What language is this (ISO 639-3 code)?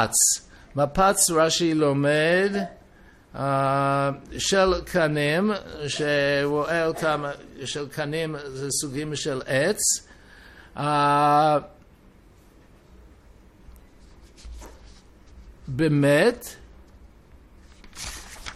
heb